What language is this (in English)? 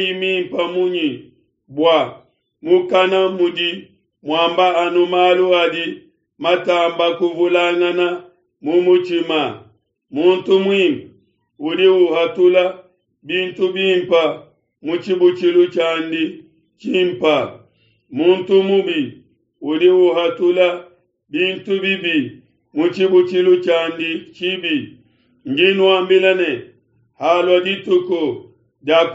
Luba-Lulua